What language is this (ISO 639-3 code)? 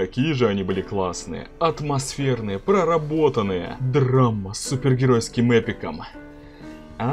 rus